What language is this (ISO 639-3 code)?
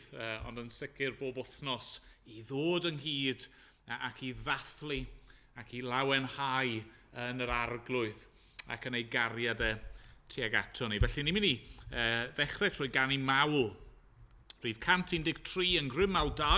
cym